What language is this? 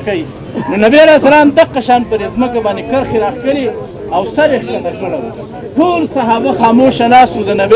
Pashto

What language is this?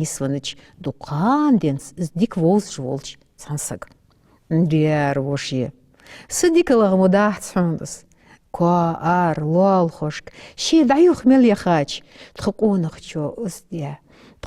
Ingush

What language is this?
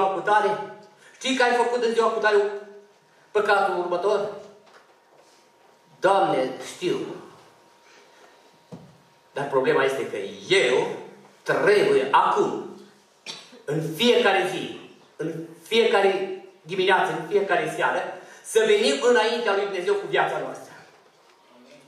Romanian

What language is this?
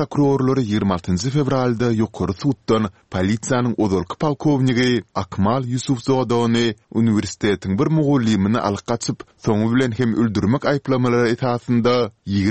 Turkmen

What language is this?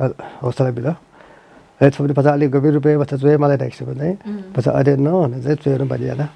Newari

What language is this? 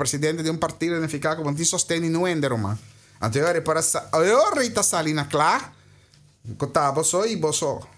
Papiamento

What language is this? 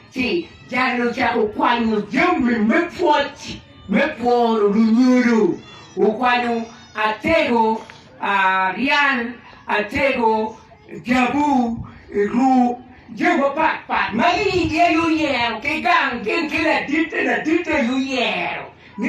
Acoli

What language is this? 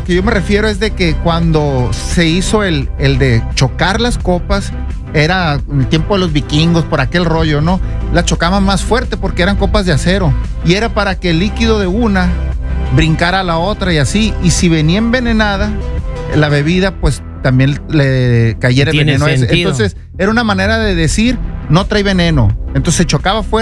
Spanish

